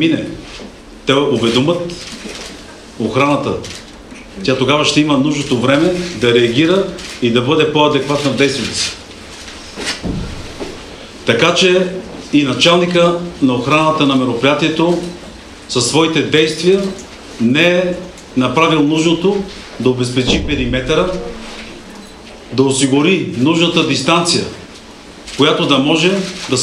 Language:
Bulgarian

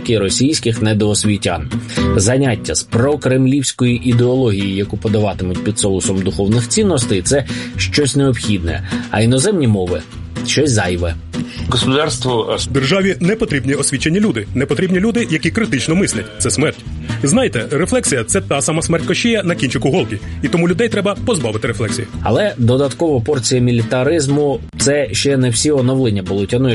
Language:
Ukrainian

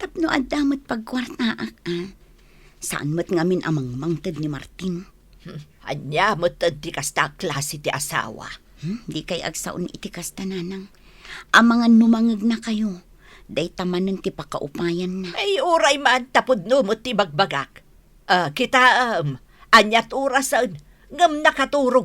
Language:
Iloko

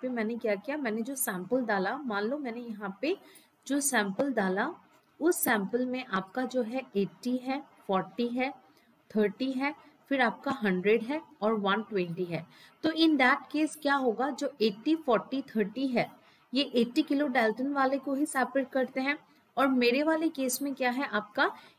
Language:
Hindi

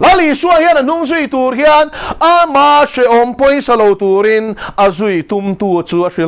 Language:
Mizo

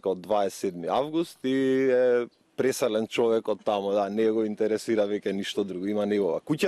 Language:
Macedonian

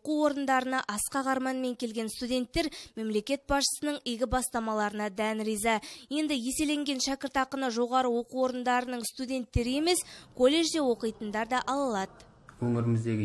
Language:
Kazakh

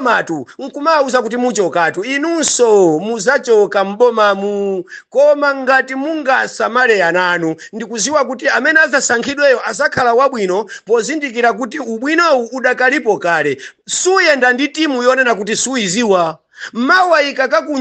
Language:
Nyanja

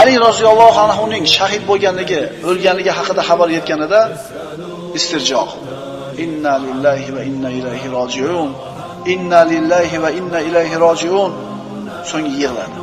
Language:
Uzbek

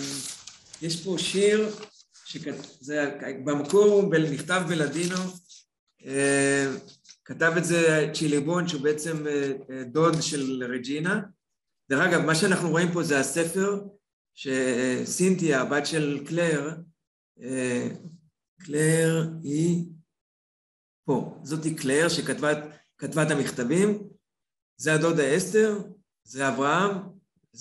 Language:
Hebrew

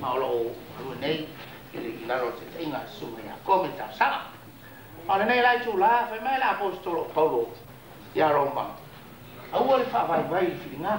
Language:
Samoan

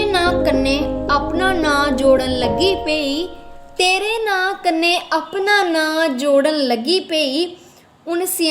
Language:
Dogri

